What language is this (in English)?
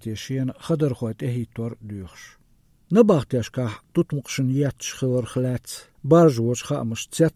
Chechen